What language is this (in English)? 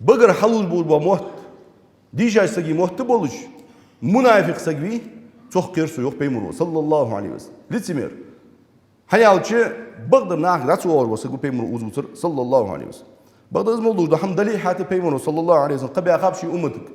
Ingush